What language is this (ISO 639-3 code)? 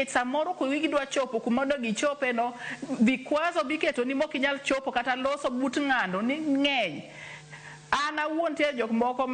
luo